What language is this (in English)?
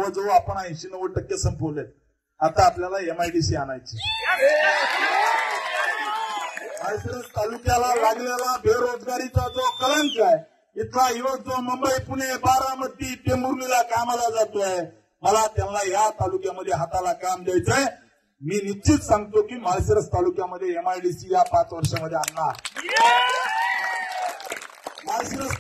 Marathi